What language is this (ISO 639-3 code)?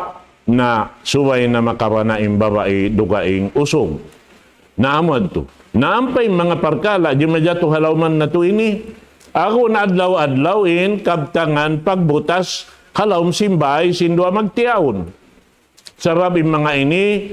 tsg